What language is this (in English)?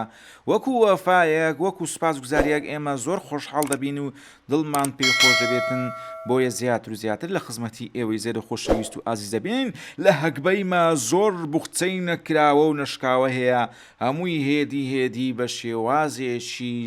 Central Kurdish